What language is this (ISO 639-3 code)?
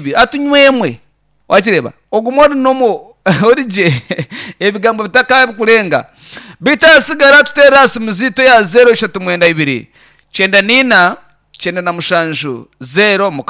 nyn